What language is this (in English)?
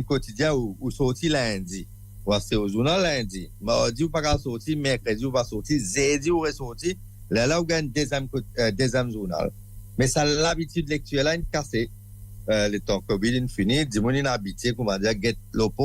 Morisyen